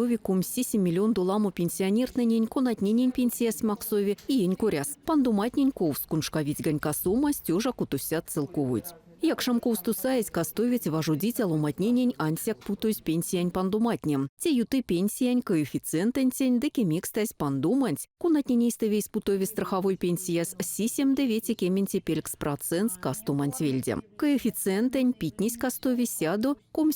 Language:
Erzya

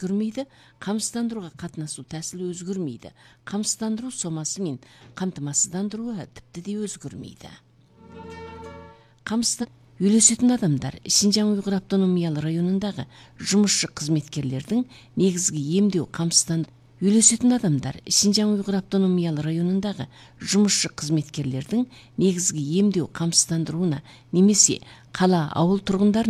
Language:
Kazakh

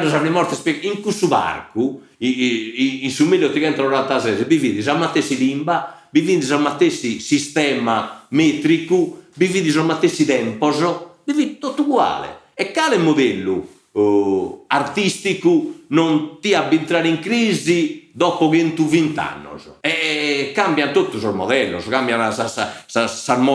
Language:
Sardinian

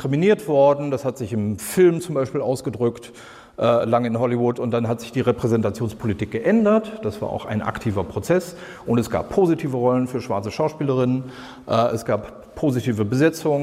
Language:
German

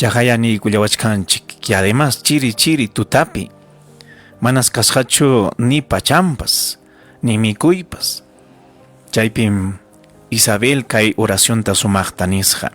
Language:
Ayacucho Quechua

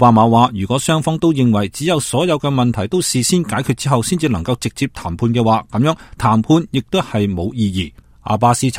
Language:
Cantonese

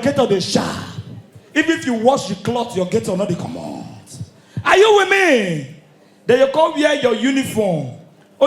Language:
Nigerian Pidgin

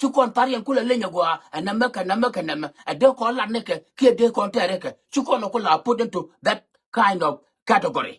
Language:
Nuer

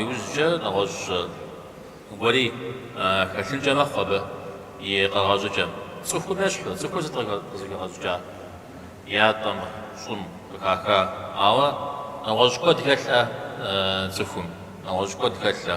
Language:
Kabardian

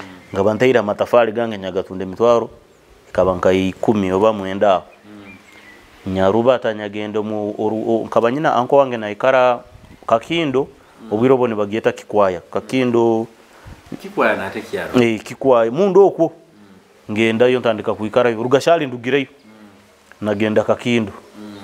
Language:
Nyoro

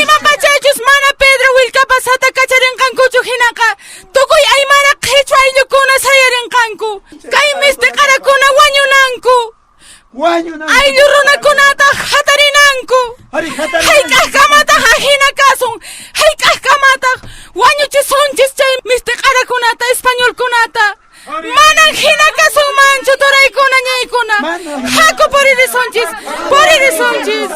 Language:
Quechua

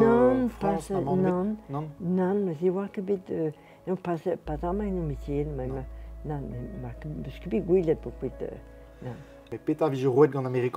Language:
Breton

